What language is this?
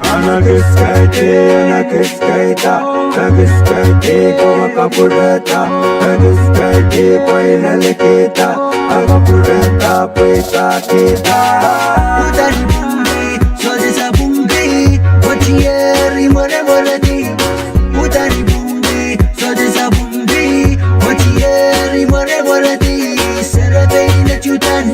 Pohnpeian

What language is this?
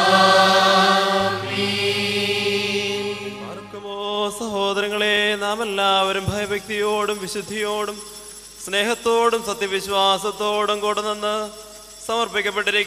Malayalam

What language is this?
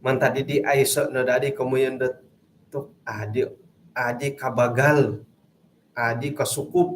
Central Dusun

